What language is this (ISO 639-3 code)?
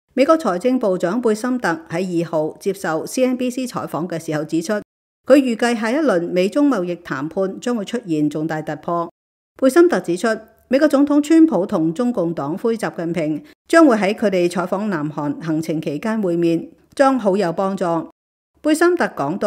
yue